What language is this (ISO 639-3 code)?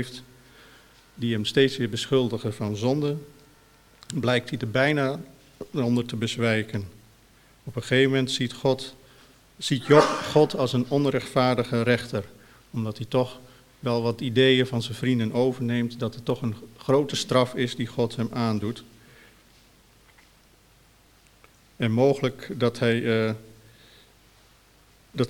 nld